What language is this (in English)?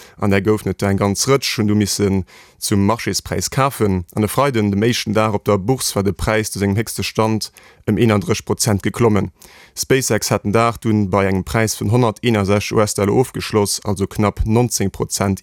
Luxembourgish